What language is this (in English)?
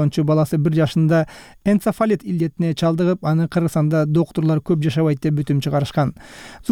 Kyrgyz